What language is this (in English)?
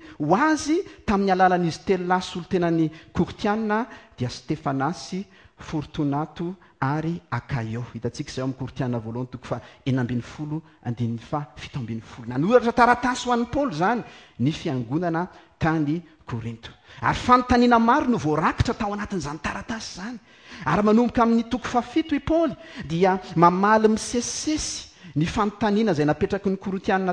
Malagasy